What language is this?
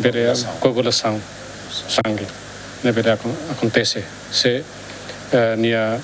Tetum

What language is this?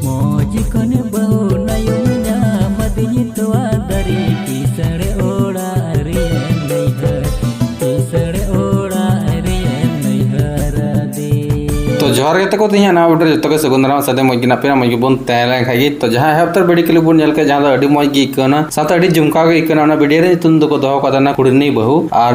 Santali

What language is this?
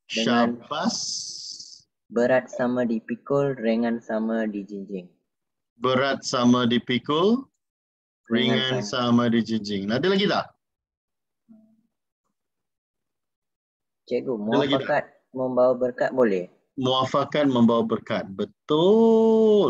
Malay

